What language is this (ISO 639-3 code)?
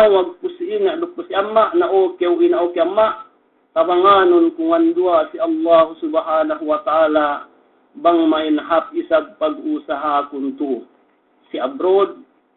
yka